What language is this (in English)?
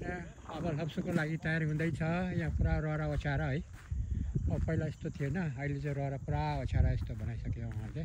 Nepali